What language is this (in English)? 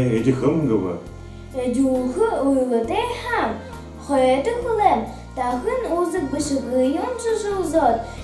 Buriat